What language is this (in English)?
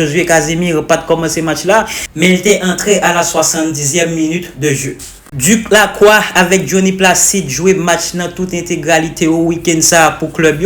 Haitian Creole